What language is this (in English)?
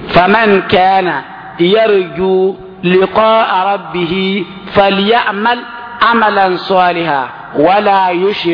Mossi